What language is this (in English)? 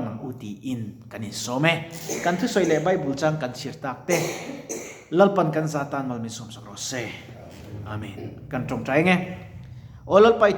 Mizo